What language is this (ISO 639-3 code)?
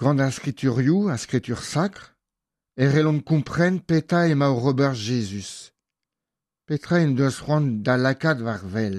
bre